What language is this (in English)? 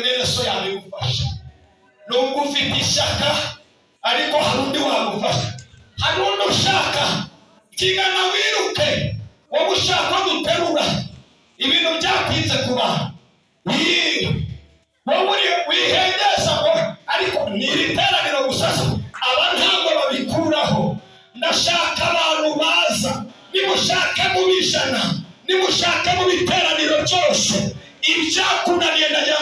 Kinyarwanda